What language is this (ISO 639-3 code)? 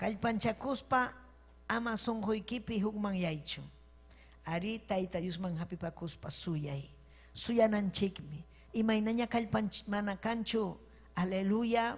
quy